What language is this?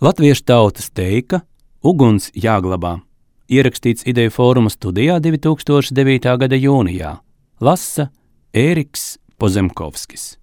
Latvian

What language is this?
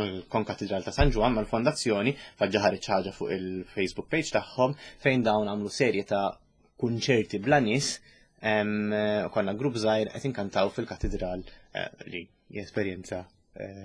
Maltese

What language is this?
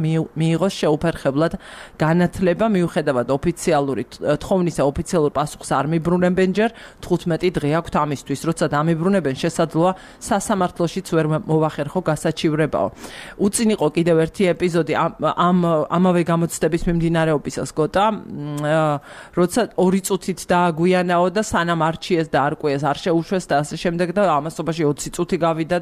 Georgian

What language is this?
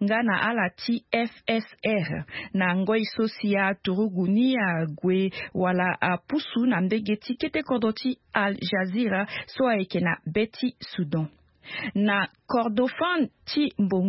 Sango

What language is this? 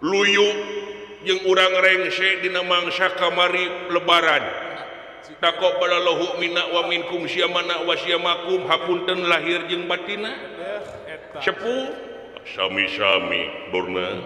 Sundanese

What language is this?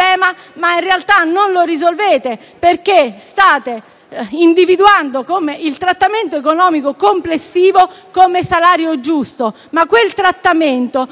Italian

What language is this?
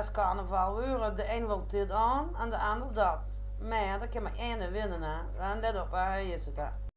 Limburgish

